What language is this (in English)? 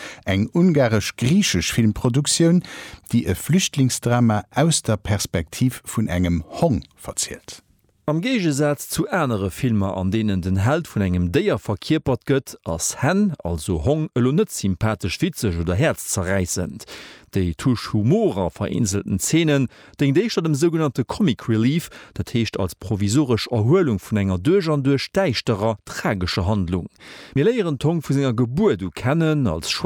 Luxembourgish